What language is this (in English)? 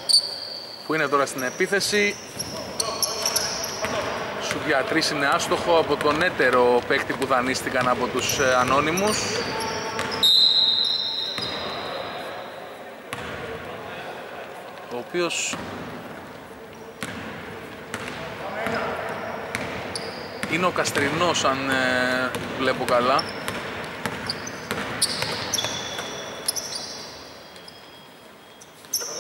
Greek